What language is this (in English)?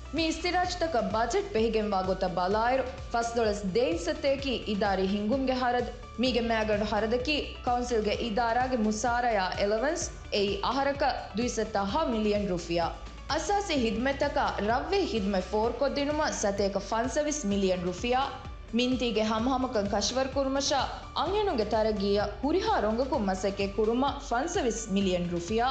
Divehi